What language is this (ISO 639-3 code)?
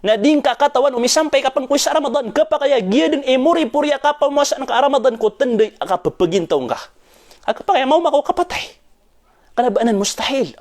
mrw